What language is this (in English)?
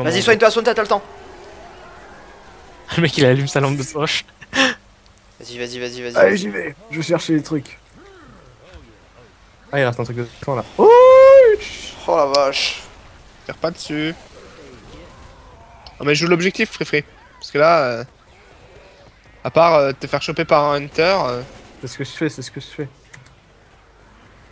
French